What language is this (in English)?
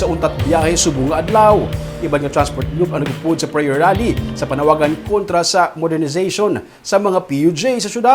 Hiligaynon